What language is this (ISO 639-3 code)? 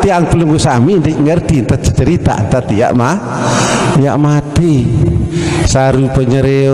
sas